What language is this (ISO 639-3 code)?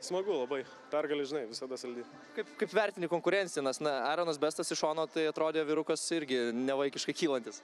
lit